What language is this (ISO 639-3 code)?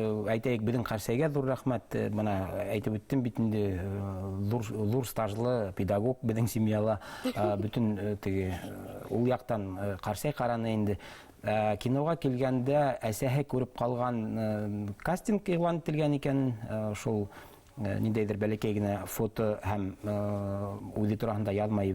bak